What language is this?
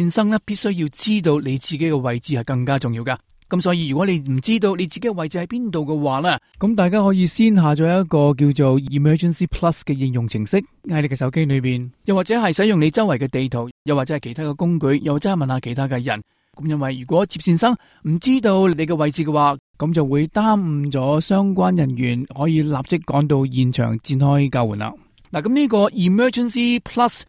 Cantonese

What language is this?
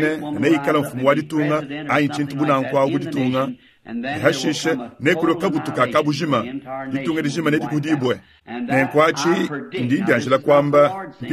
Luba-Lulua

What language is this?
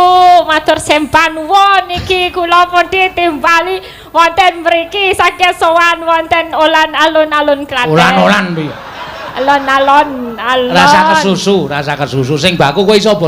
Javanese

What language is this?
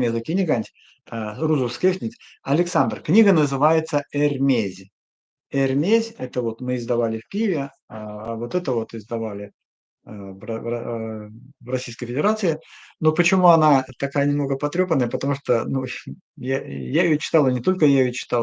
Erzya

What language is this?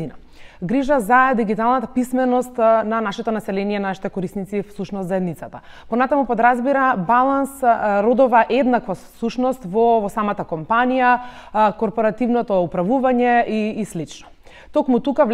Macedonian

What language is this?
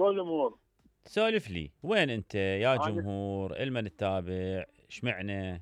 Mesopotamian Arabic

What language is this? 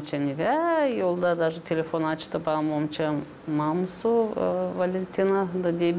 Gagauz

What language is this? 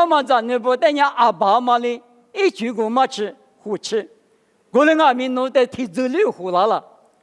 Lisu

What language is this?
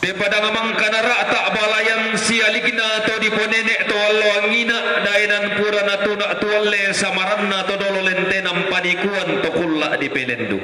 Toraja-Sa'dan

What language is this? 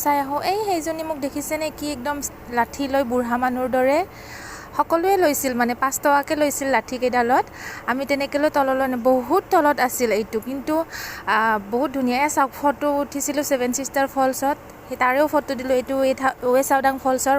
Assamese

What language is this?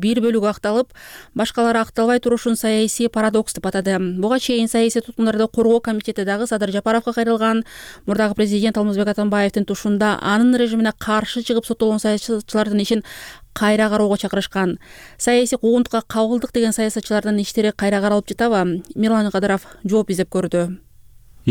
Kyrgyz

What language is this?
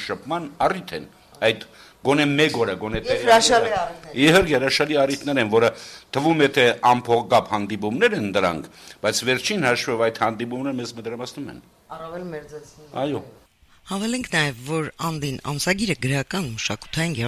Armenian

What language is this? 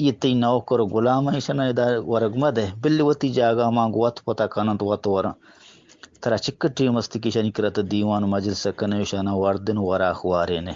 Eastern Balochi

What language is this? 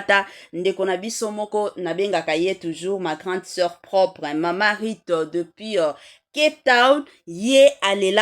Lingala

